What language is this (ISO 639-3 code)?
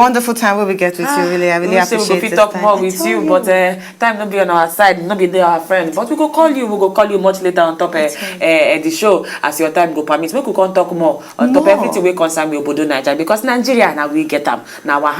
pcm